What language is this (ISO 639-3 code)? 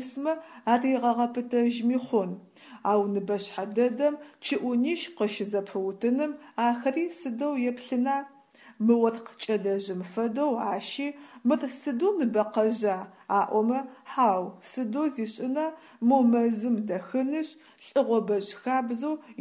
ady